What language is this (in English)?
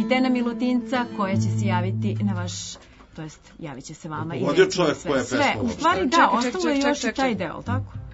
Serbian